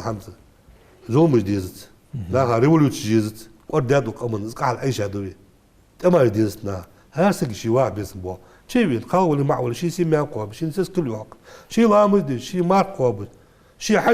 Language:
Ingush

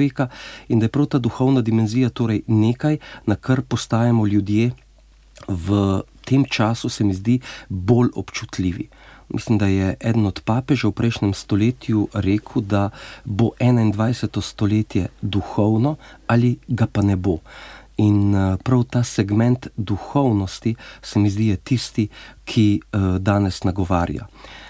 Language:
Slovenian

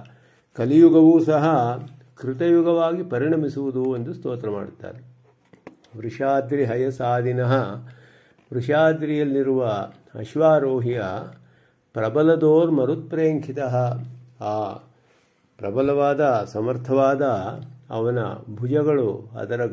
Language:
Kannada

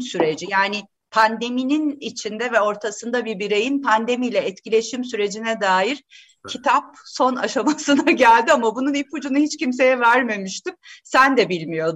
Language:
Turkish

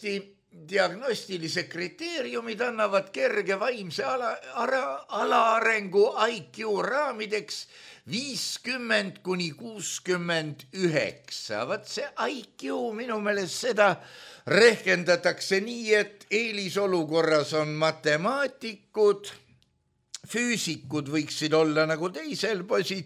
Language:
Estonian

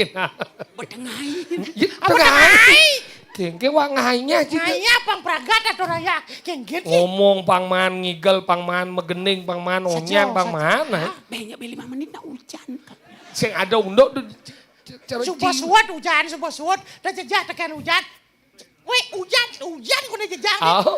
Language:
Balinese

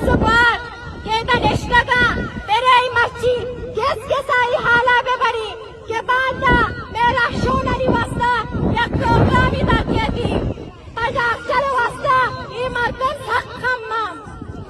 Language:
Eastern Balochi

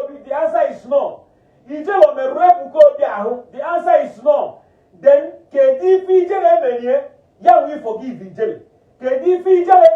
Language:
Igbo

